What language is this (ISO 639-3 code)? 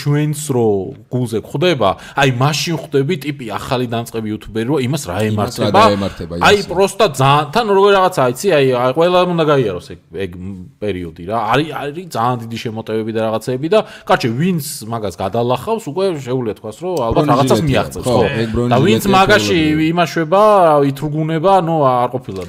kat